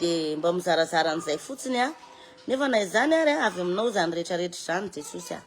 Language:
Malagasy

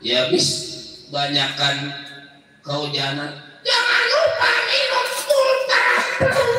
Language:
Betawi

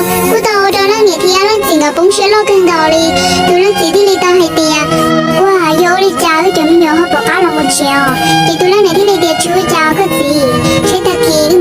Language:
Hmong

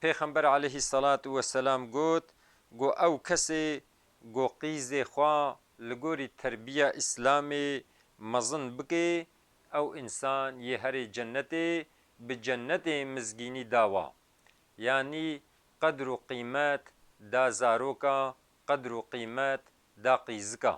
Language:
Kurdish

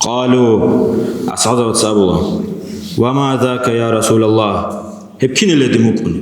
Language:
Avaric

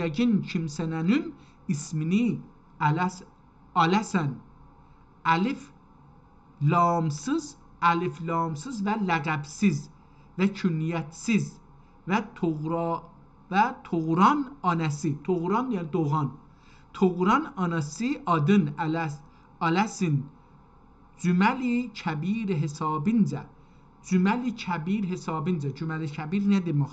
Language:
South Azerbaijani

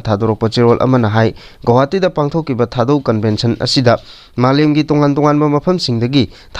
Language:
Manipuri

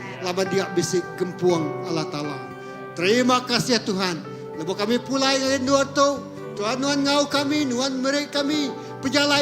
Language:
Iban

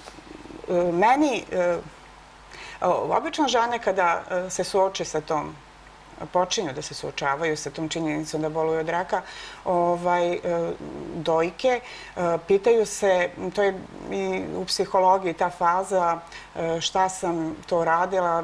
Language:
Serbian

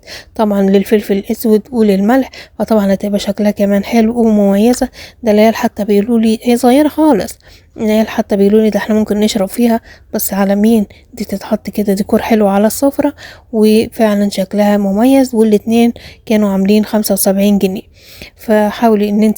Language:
Egyptian Arabic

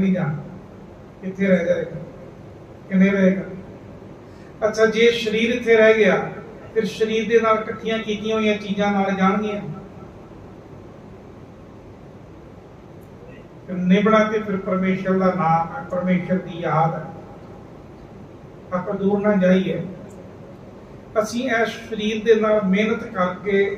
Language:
Punjabi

